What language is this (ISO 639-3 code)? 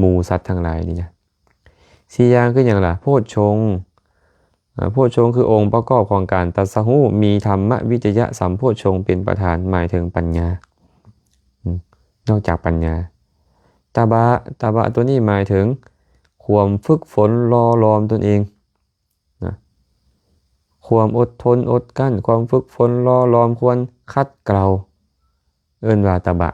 lao